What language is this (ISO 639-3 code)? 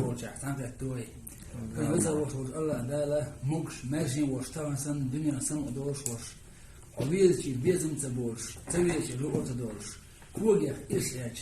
che